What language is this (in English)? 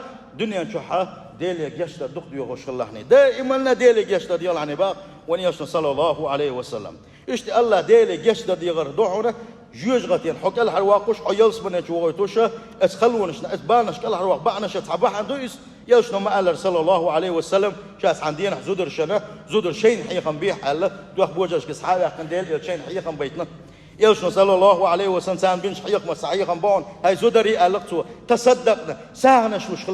Chechen